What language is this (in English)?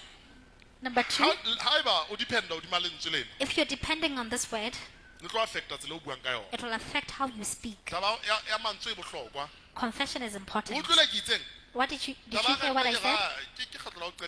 Southern Sotho